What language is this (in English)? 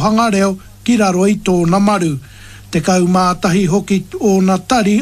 Māori